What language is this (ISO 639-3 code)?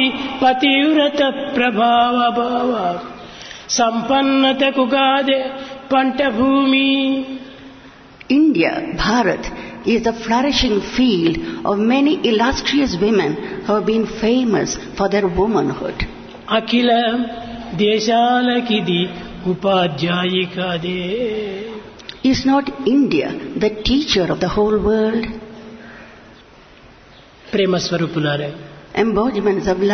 tel